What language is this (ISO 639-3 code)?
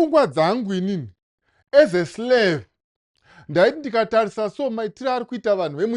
sna